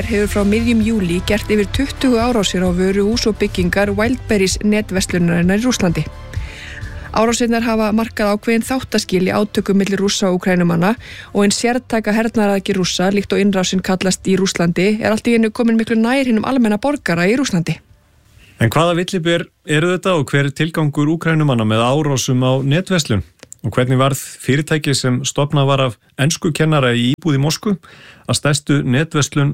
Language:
Icelandic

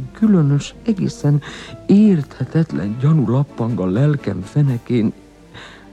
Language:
Hungarian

